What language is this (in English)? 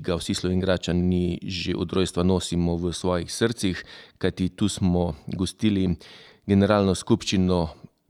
Slovenian